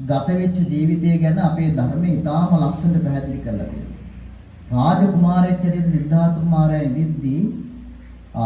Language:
Sinhala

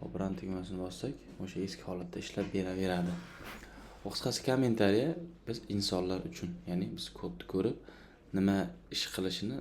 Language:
Uzbek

